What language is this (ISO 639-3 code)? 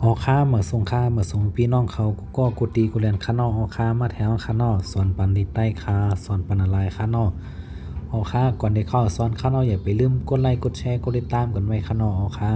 shn